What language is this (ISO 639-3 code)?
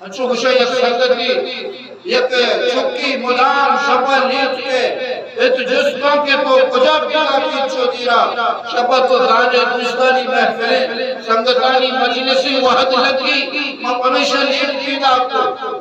bgp